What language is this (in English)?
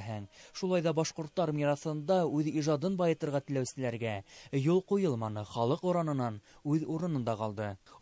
Bashkir